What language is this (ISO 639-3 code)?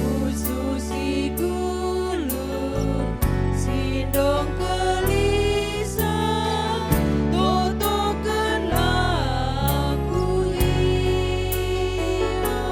btx